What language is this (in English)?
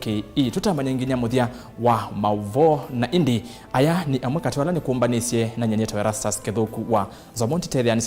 Kamba